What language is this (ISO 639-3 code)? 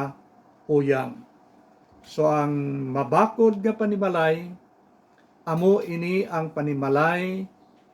hil